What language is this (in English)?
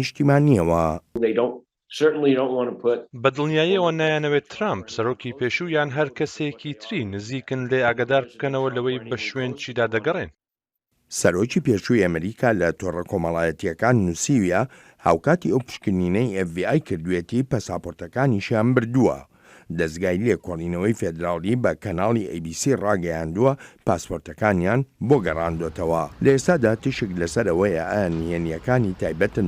Central Kurdish